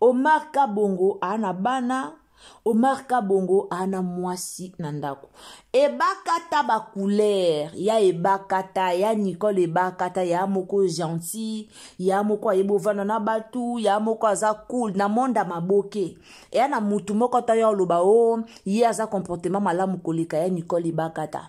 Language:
Lingala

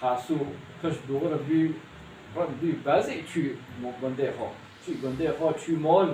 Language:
Kurdish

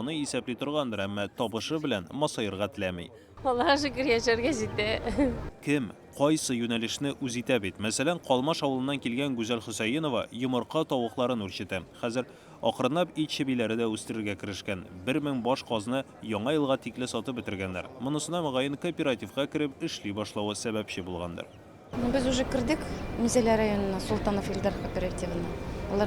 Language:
Tatar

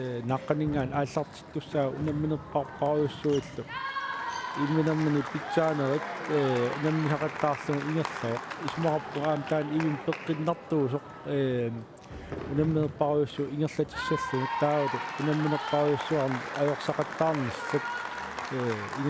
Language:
Kalaallisut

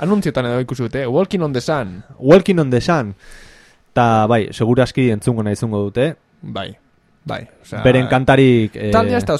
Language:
Basque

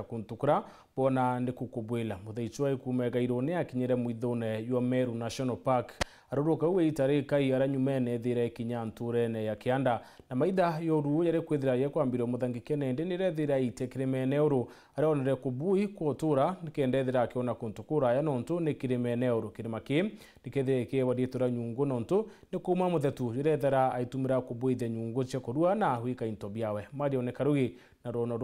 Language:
Meru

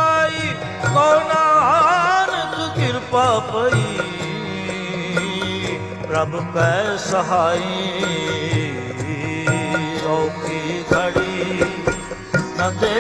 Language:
Punjabi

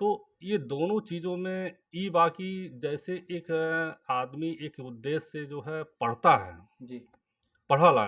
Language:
Bhojpuri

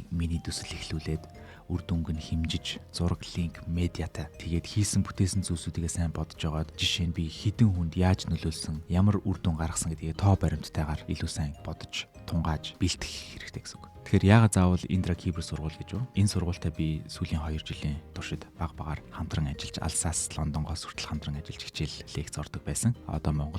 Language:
Mongolian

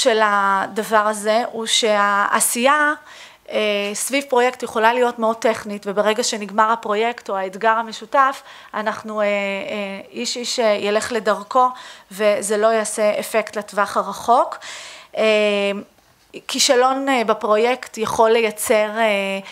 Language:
Hebrew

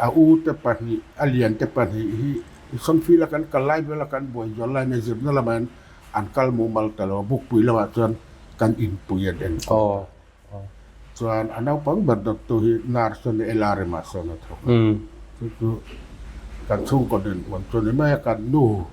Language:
Mizo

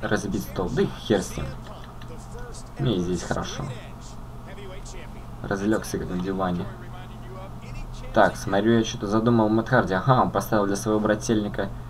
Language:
Russian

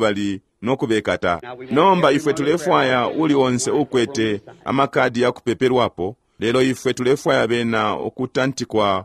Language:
Bemba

